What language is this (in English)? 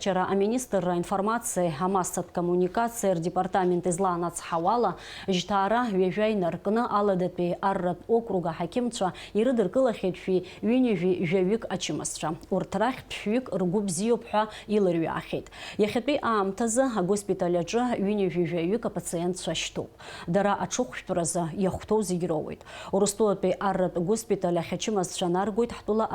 Abkhazian